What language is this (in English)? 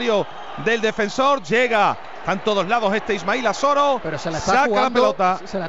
Spanish